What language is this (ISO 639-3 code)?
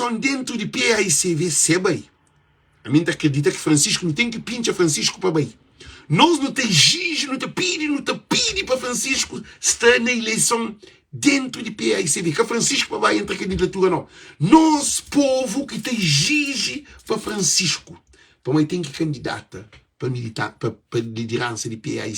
kea